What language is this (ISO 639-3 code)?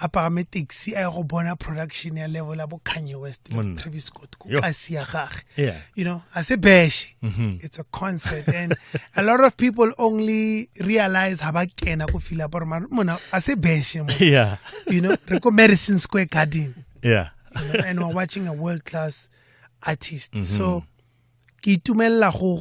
tsn